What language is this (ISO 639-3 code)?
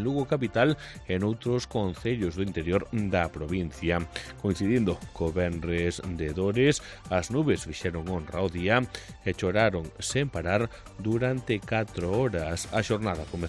glg